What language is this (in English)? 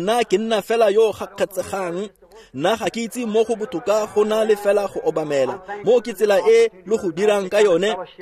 Tswana